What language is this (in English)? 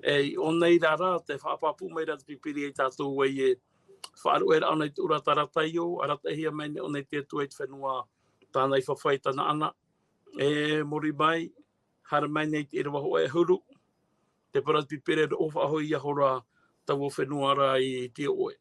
Tahitian